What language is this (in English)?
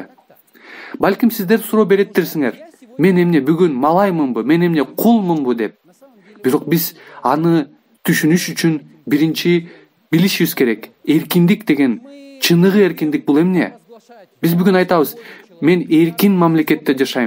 Kyrgyz